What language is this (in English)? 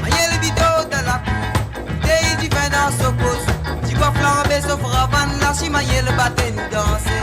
Morisyen